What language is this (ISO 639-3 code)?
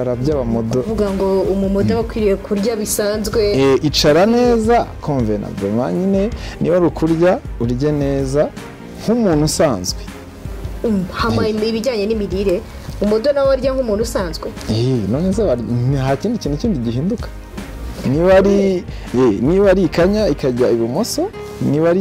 kin